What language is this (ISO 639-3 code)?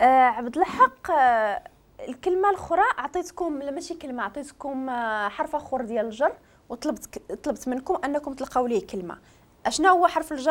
ary